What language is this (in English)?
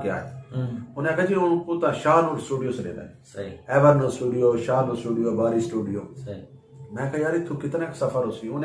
Saraiki